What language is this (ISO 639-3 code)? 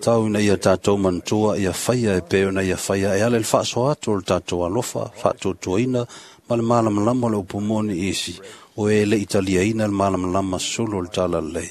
smo